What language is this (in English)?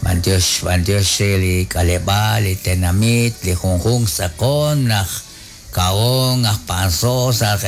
Kekchí